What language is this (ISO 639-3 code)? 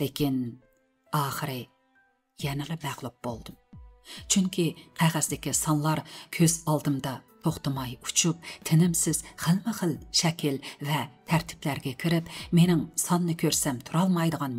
uig